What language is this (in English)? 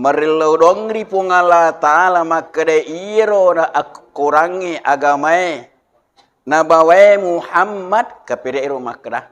Buginese